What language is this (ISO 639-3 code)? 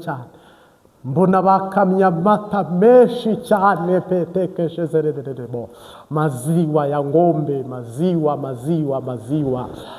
kin